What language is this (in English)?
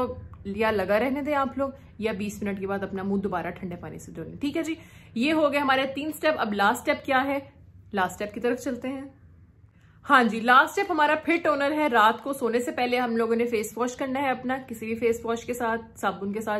Hindi